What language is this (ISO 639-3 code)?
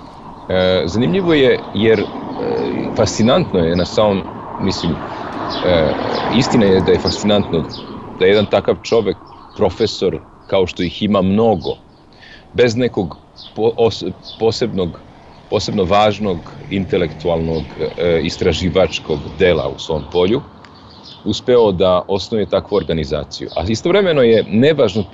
srp